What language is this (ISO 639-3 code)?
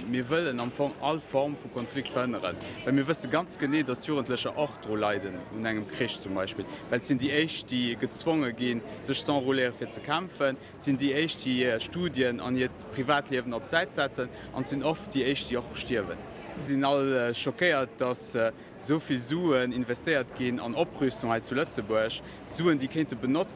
ltz